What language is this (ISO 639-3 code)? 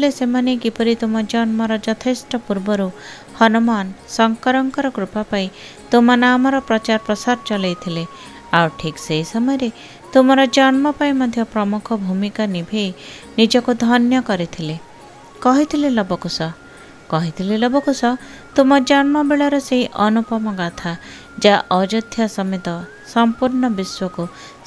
ori